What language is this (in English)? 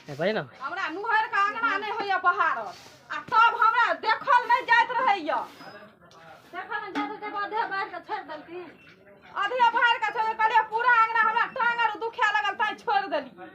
Maithili